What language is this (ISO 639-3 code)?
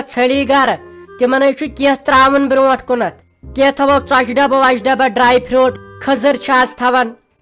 kas